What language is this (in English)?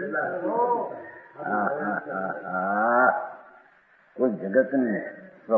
Gujarati